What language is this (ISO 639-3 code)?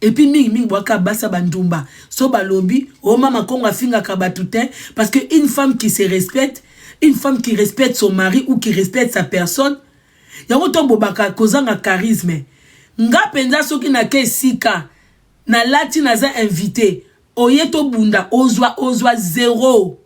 lin